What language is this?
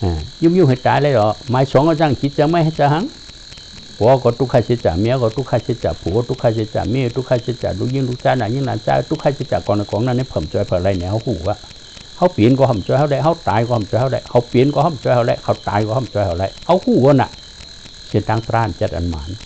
Shan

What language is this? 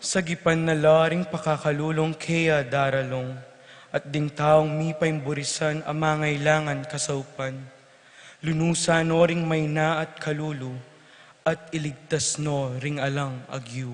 Pampanga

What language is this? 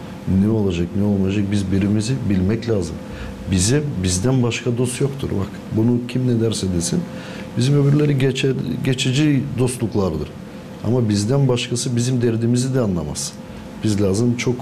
Gagauz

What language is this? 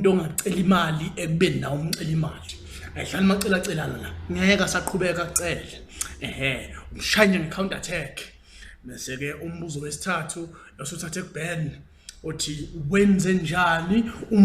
Zulu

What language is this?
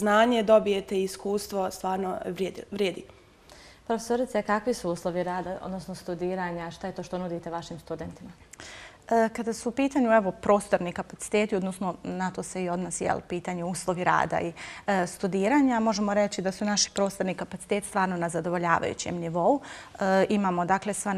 Bosnian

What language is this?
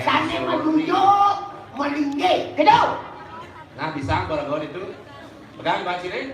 Balinese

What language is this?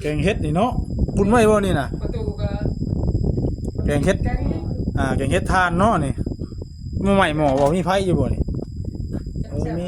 Northeastern Thai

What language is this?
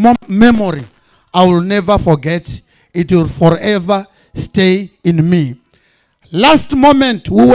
Venda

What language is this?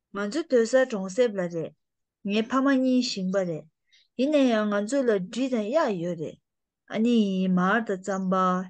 Tibetan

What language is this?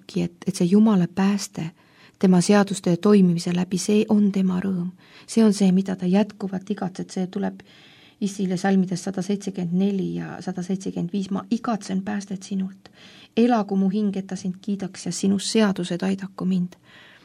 Estonian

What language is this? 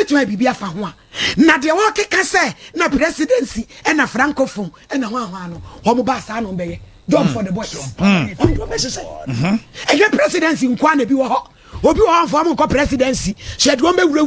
Akan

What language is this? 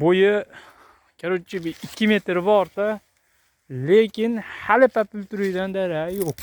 Uzbek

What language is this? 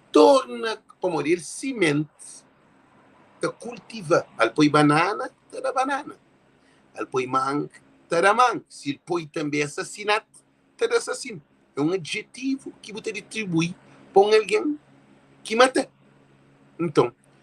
Kabuverdianu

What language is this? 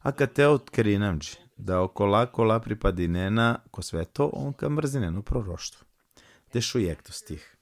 Balkan Romani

